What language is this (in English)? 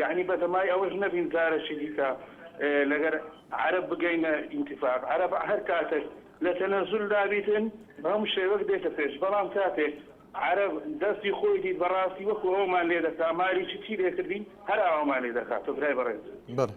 Central Kurdish